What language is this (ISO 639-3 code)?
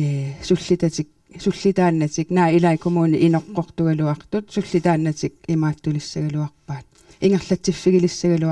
kal